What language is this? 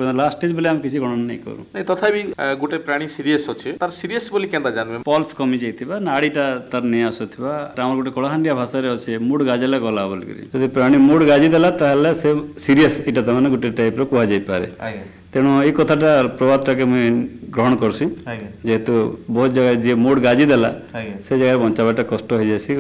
Odia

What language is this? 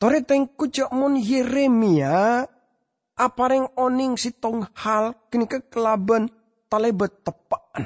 Madurese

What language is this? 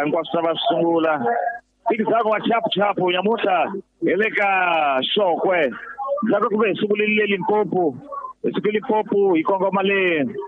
Tsonga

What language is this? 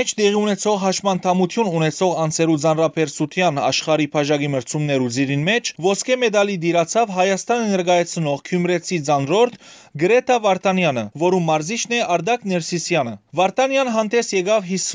Western Armenian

